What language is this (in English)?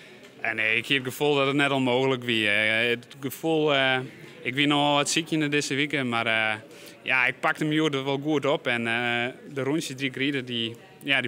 Western Frisian